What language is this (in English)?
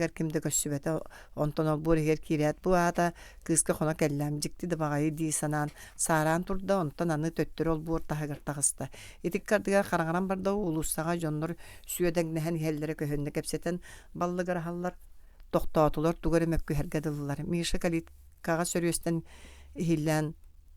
Yakut